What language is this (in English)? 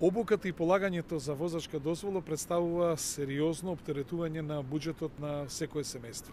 Macedonian